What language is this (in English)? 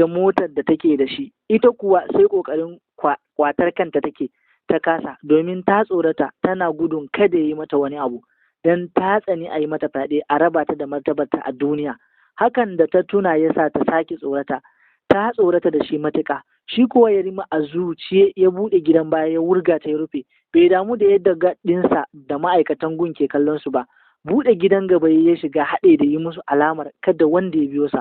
Hausa